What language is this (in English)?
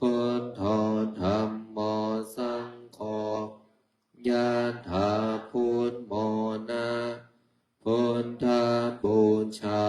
Pali